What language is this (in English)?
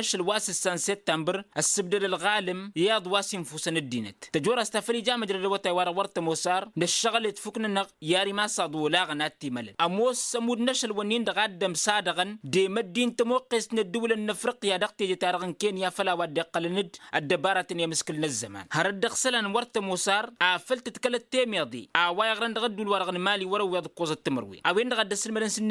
Tamasheq